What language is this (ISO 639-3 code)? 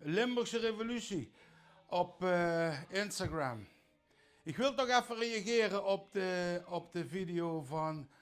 lim